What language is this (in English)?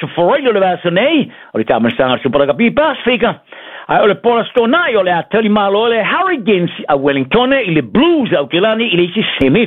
Samoan